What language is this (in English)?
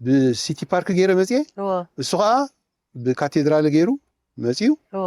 Tigrinya